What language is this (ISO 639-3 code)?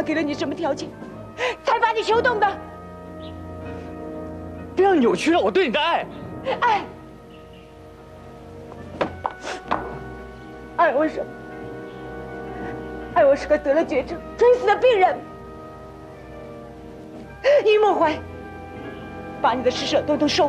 zho